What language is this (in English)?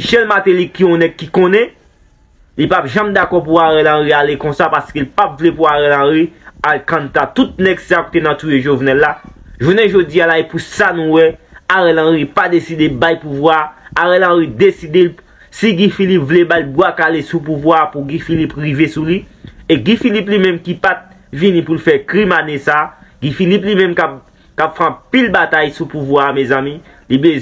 Haitian Creole